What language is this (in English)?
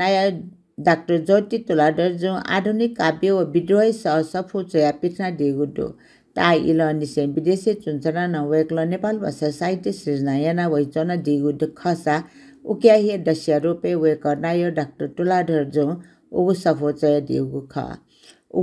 Newari